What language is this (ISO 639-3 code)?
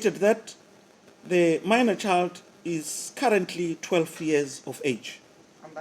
ven